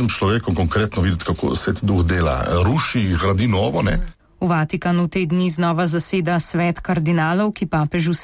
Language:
Slovenian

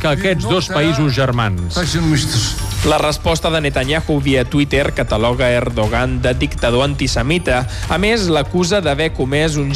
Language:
Catalan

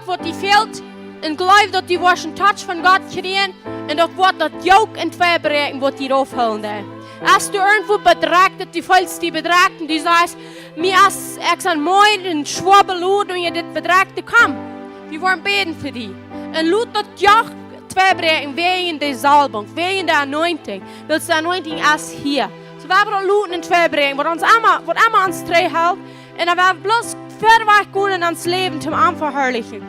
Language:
Plautdietsch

